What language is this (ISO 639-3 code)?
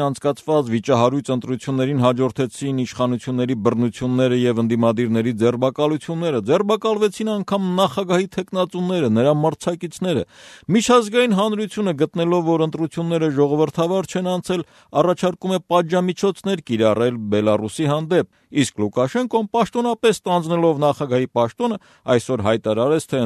hye